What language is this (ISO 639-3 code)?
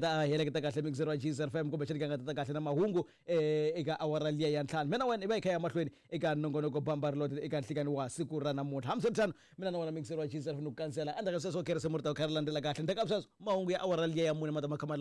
tso